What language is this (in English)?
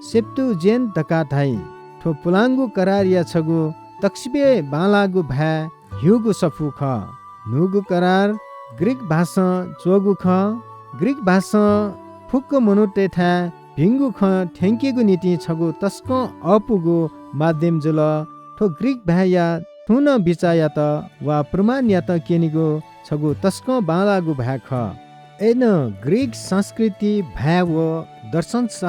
Newari